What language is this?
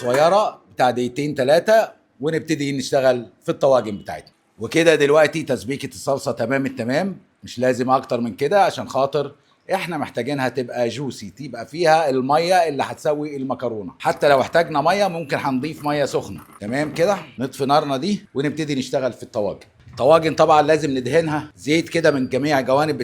Egyptian Arabic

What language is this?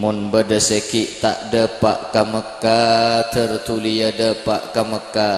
Madurese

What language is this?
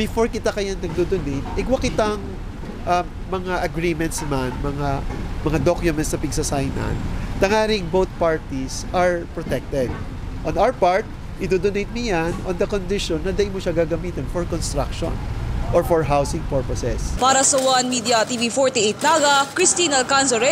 Bikol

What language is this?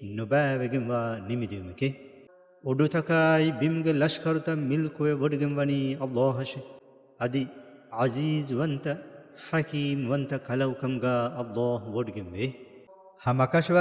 Divehi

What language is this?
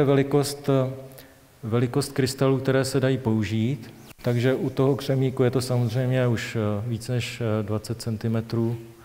Czech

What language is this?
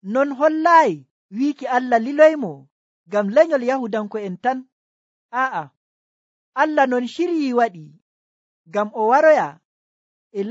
Nigerian Fulfulde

